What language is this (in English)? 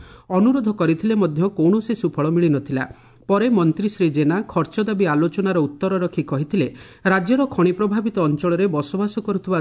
Odia